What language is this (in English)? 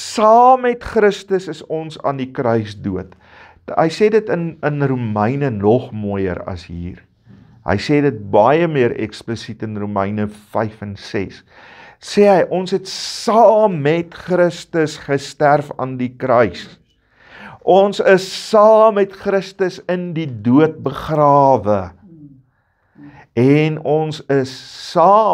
Afrikaans